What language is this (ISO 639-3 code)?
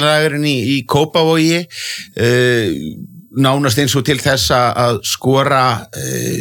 isl